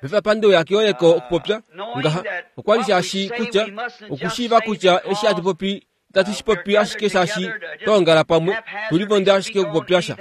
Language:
Kuanyama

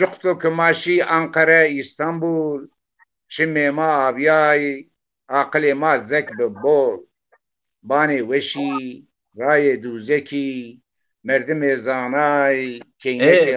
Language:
Zaza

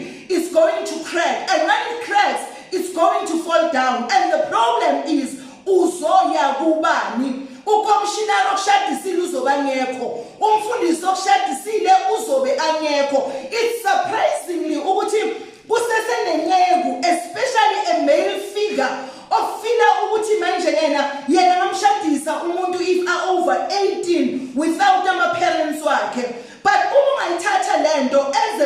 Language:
Zulu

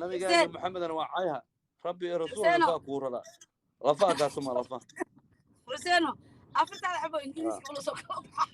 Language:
Somali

